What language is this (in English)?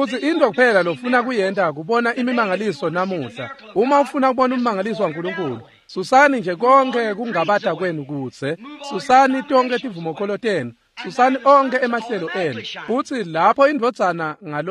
Swati